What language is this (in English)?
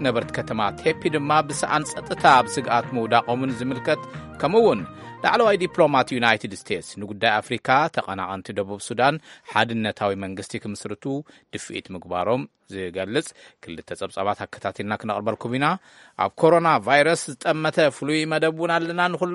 Tigrinya